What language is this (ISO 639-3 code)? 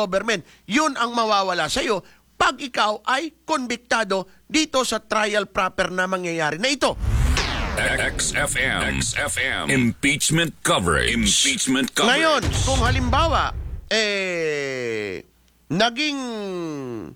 fil